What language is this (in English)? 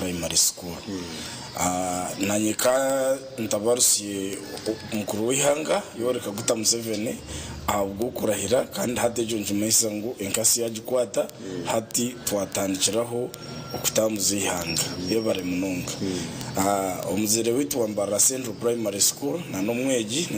Nyankole